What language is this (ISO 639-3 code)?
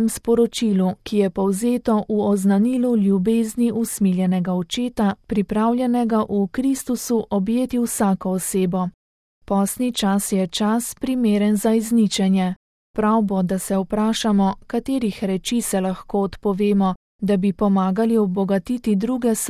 slv